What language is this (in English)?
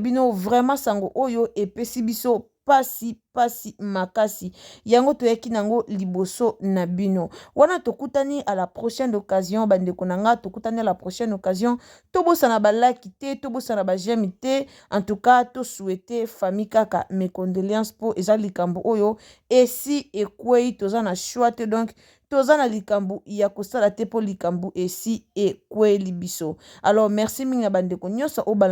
Lingala